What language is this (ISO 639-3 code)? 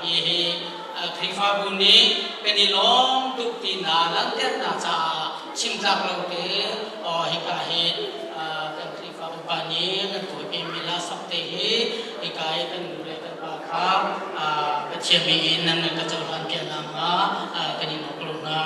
cnh